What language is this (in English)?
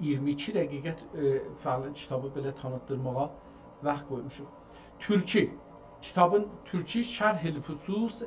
South Azerbaijani